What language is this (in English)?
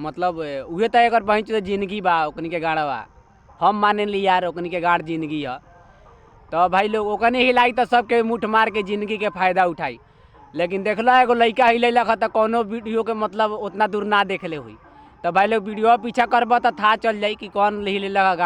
Bhojpuri